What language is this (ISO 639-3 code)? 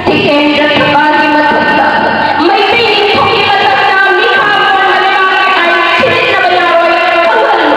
mni